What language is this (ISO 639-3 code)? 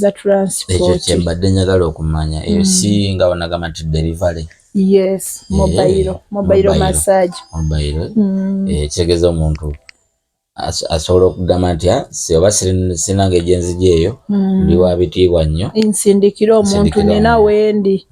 lug